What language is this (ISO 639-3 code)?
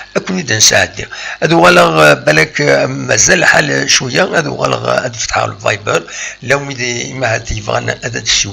kab